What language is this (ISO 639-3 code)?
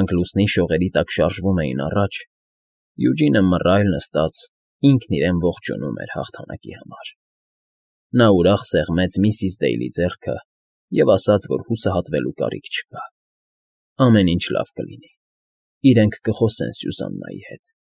hye